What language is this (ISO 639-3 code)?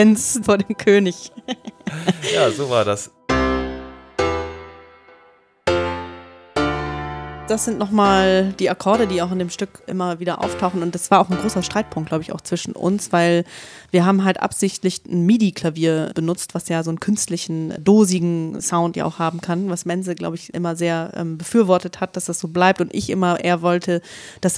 deu